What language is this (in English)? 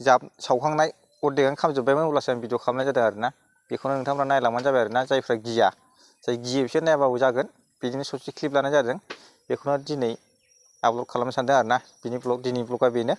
Bodo